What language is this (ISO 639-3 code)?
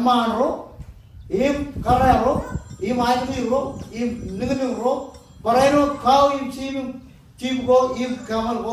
mah